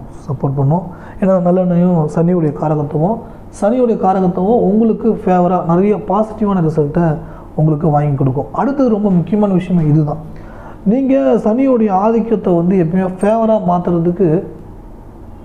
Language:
Tamil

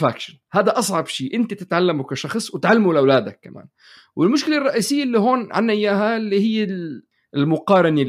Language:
North Levantine Arabic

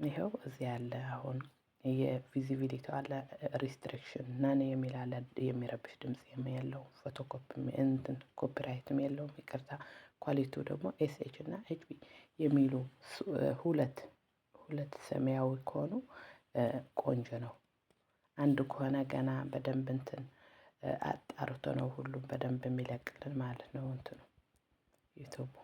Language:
Amharic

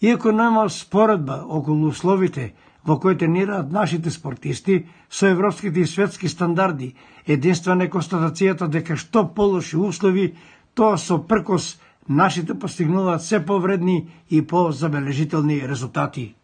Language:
Macedonian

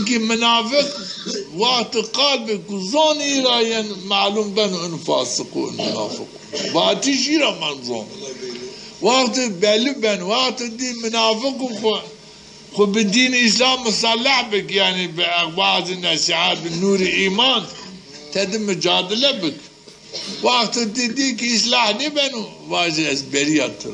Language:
Zaza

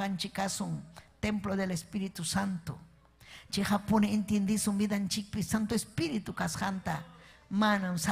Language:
Ayacucho Quechua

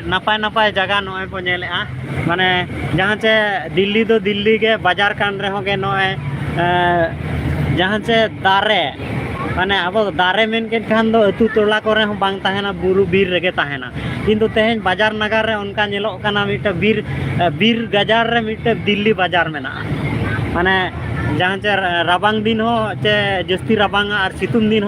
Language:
Santali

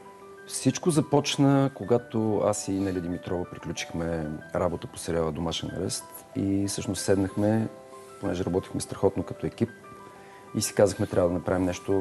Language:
Bulgarian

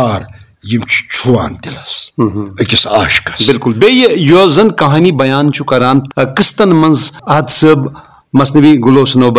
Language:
Kashmiri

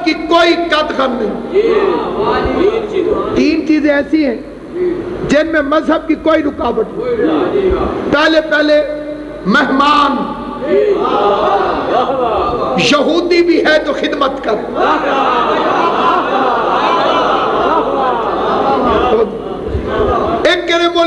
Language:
Urdu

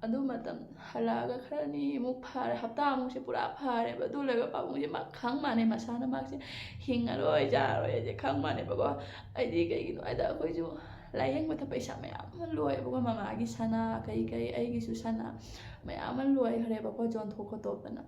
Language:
Manipuri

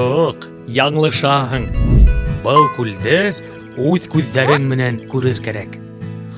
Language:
Bashkir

